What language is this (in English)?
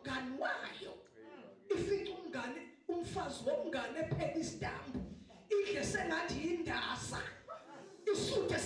Zulu